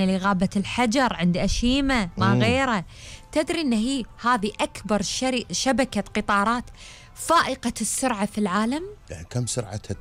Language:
Gulf Arabic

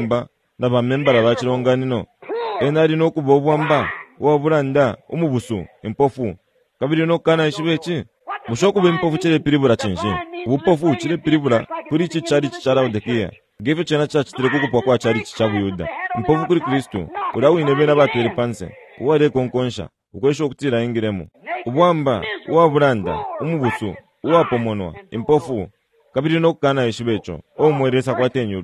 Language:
Bemba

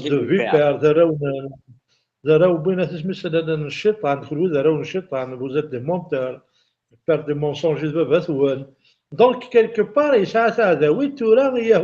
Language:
Kabyle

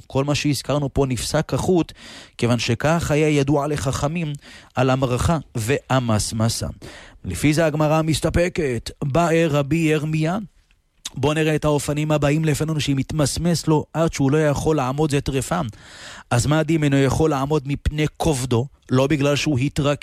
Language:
Hebrew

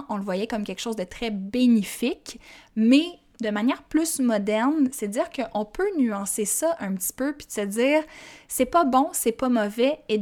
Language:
French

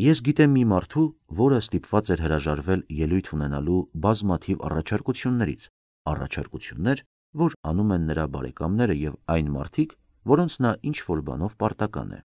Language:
Armenian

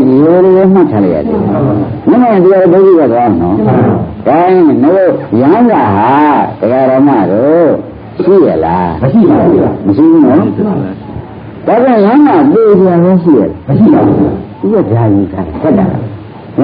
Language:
Burmese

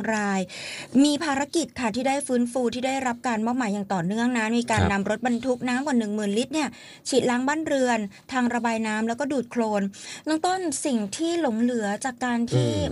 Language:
Thai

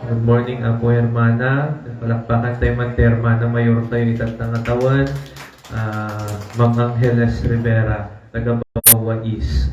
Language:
Iloko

